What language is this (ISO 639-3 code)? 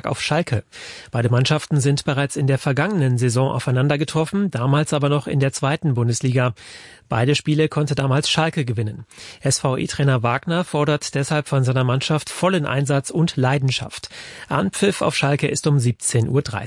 deu